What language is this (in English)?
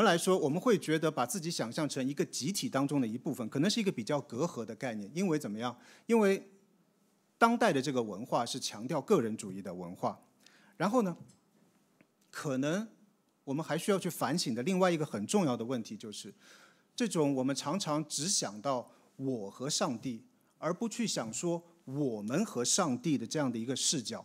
Chinese